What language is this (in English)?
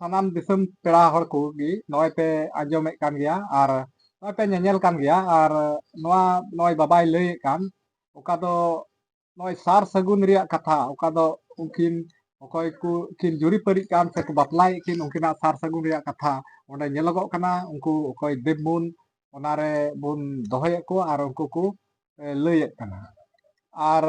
Santali